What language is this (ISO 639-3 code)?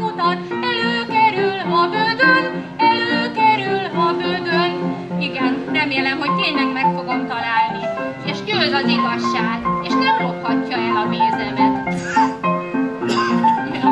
hun